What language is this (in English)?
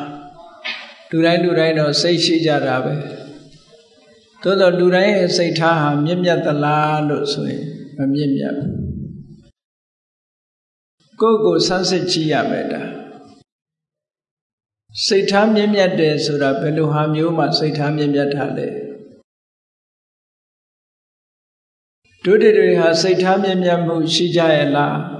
Burmese